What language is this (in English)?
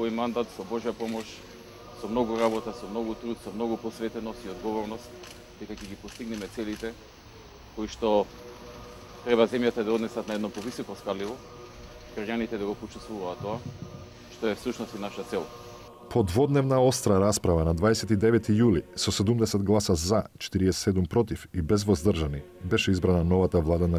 Macedonian